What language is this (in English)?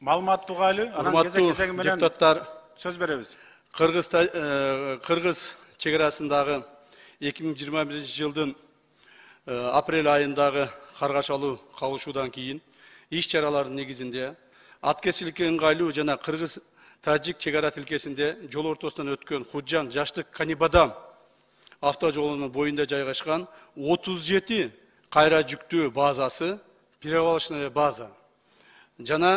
Kyrgyz